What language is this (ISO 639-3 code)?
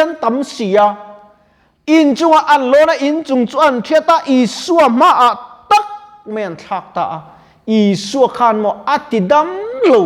lus